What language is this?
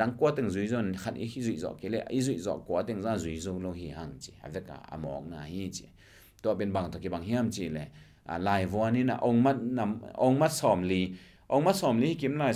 Tedim Chin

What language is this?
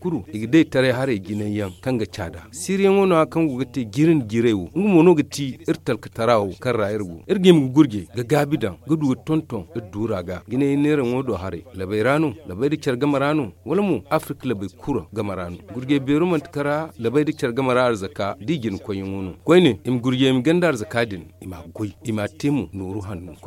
Zarma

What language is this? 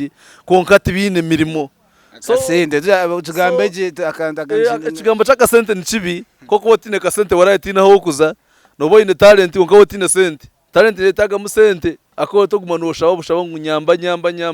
Nyankole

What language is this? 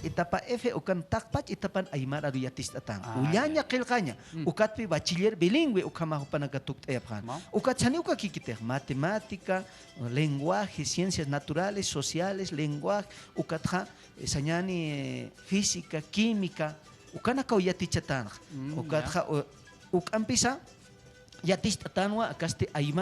Aymara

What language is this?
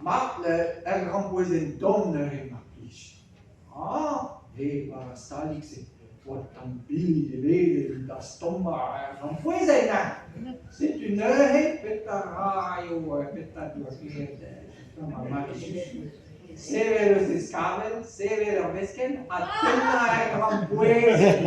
Breton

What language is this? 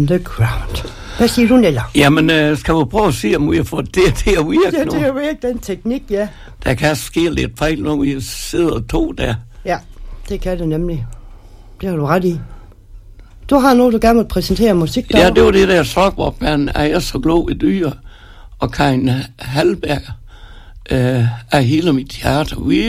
Danish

